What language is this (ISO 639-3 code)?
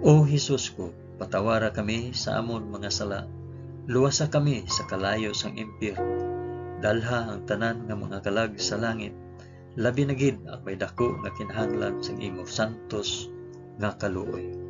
hil